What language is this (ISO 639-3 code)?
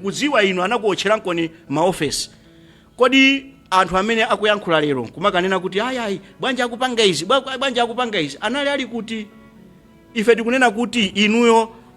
nya